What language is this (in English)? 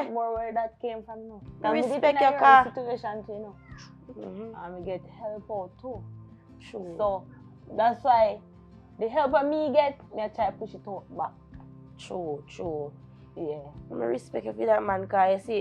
Jamaican Creole English